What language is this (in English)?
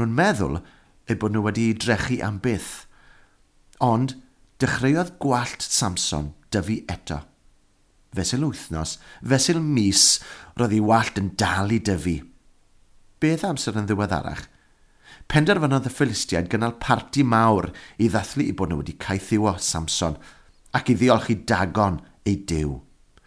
Welsh